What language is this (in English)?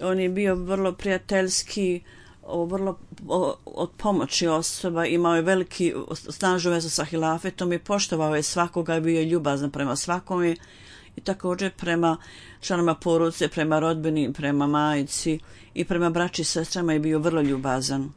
Bosnian